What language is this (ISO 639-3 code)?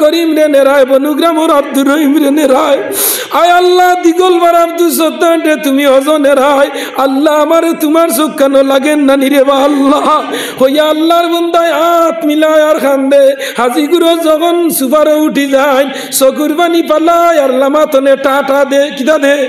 syl